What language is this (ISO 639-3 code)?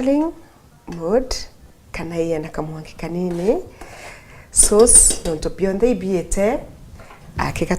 mer